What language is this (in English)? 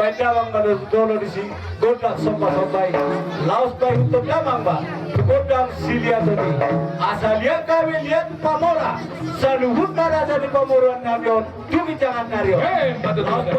Batak Toba